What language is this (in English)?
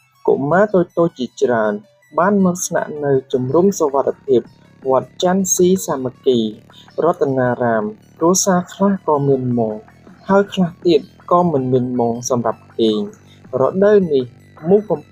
Khmer